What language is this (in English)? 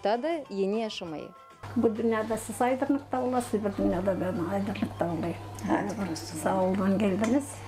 Gagauz